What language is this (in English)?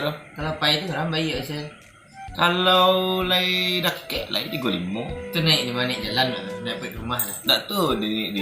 Minangkabau